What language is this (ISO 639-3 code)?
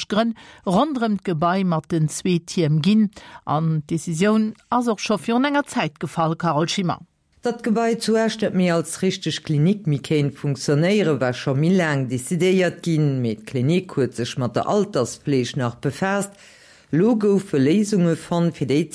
ltz